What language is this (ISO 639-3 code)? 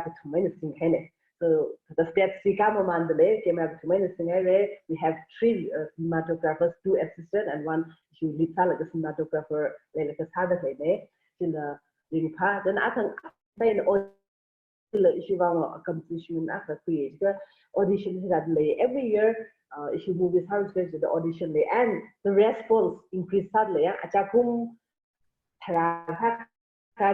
nmf